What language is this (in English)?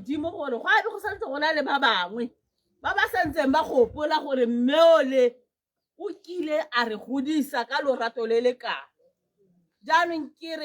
Tswana